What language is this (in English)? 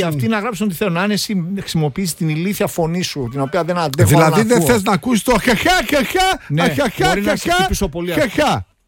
Greek